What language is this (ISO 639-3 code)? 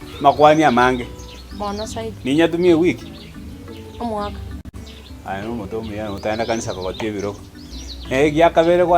guz